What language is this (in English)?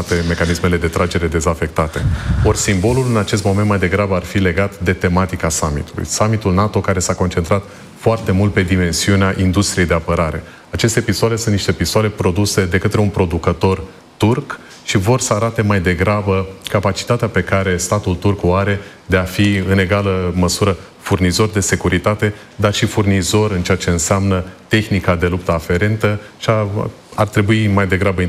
Romanian